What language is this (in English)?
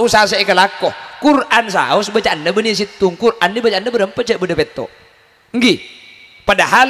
Madurese